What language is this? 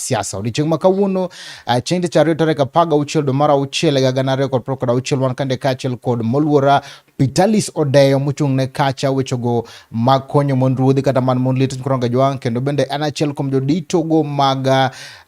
Luo (Kenya and Tanzania)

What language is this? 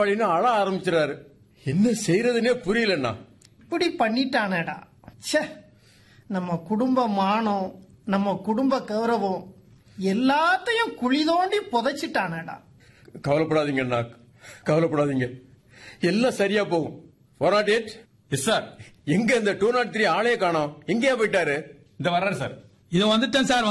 Tamil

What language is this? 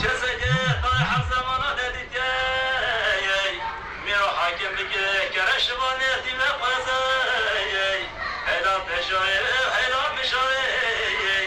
Kurdish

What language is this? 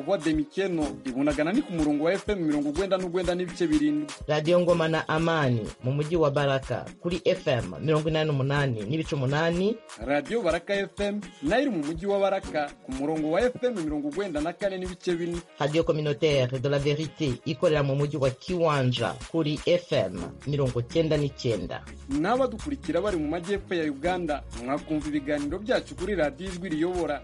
Kinyarwanda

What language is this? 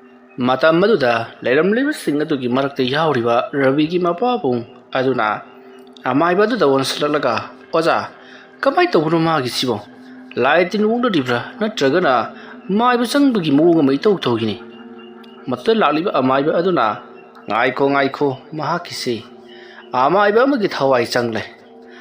Manipuri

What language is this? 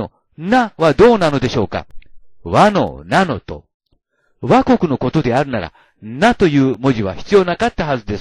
Japanese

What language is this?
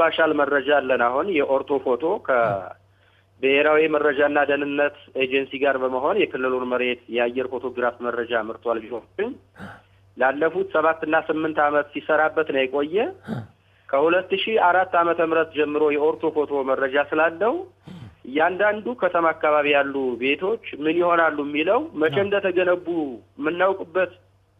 Amharic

